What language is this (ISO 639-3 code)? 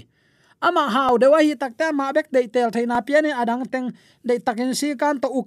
ctd